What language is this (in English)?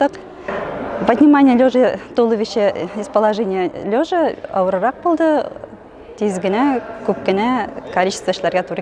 Tatar